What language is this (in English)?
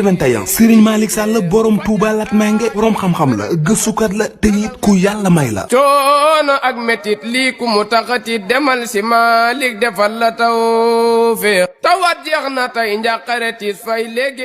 Wolof